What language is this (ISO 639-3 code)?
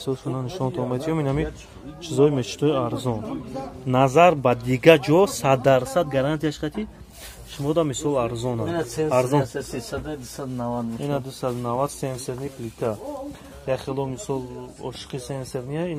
tgk